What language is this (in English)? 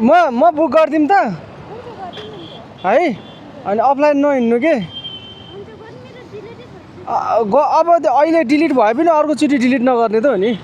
Nepali